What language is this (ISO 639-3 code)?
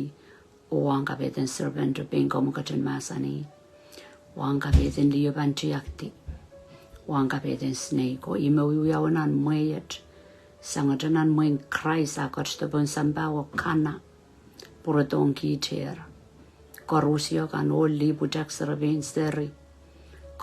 pon